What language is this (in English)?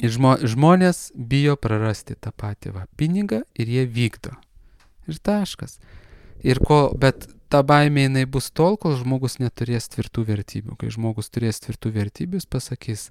Lithuanian